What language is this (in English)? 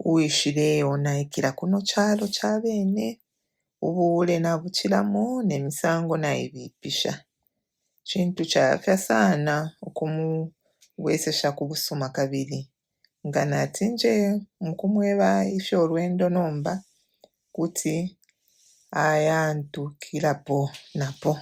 Bemba